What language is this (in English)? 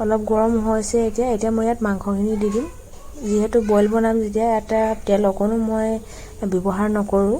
Assamese